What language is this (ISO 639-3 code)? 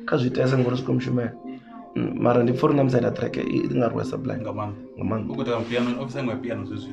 ven